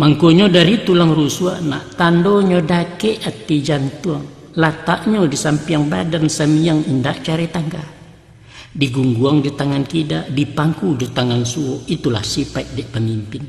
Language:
Minangkabau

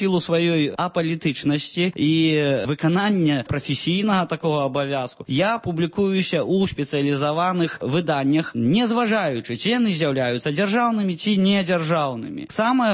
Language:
Belarusian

